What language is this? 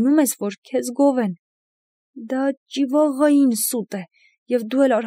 Armenian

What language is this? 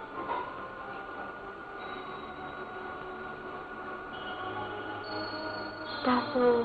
Burmese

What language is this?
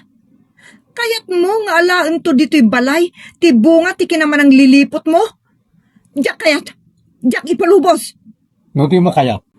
Iloko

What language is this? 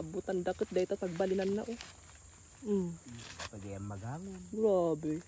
Iloko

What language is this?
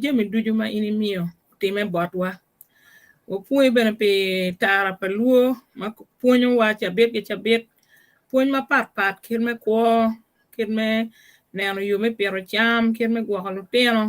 Acoli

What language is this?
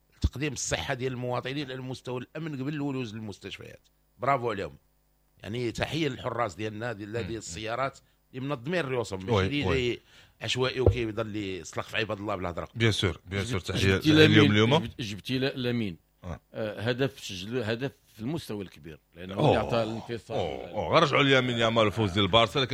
Moroccan Arabic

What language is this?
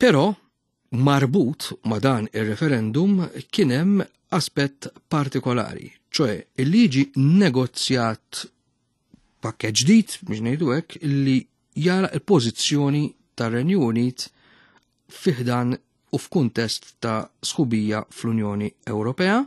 Maltese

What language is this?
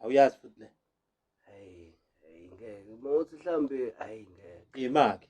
Zulu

